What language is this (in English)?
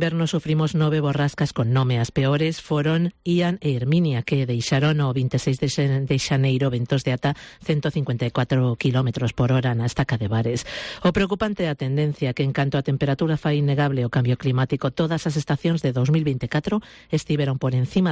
Galician